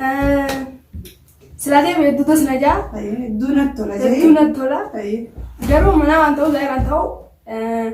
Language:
Oromo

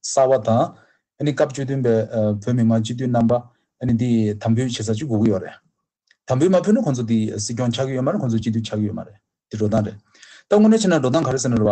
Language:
Tibetan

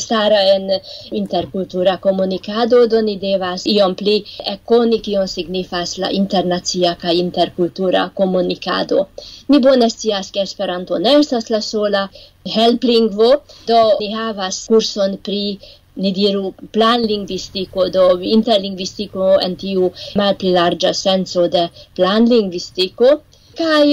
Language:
Esperanto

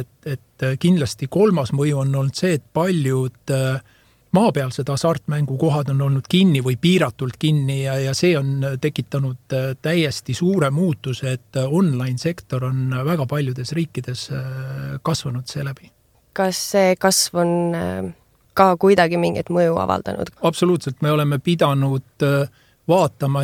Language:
Estonian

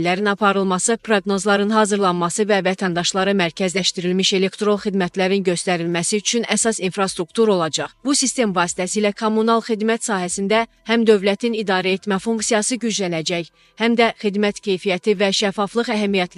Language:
Azerbaijani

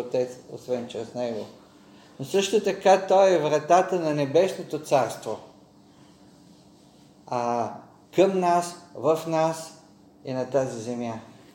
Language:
Bulgarian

